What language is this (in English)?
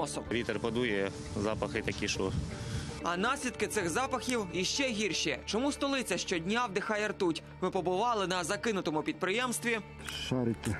Ukrainian